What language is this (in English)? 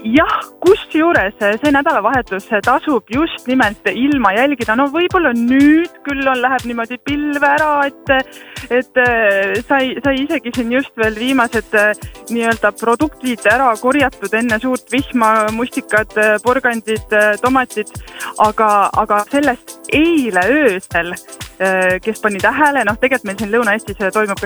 Estonian